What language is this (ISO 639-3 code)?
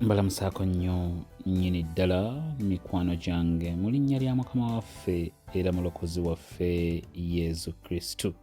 lug